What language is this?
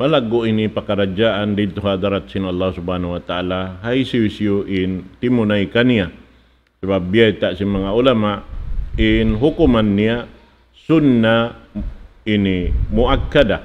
Tausug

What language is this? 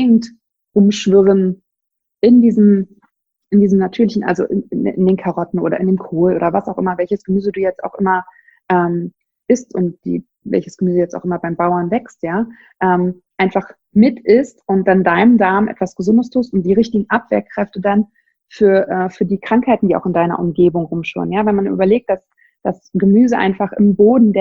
German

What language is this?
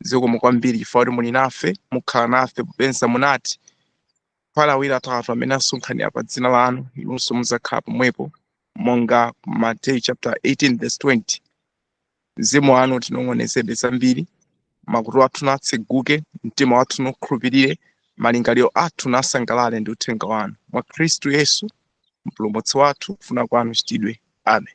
Nyanja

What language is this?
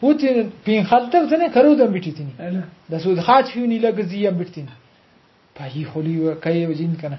Brahui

